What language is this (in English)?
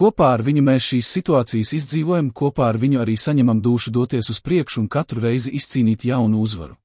Latvian